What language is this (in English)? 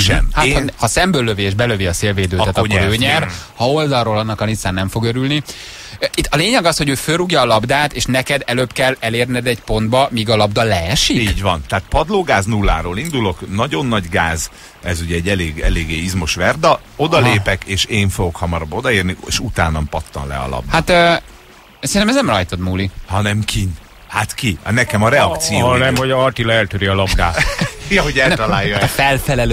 Hungarian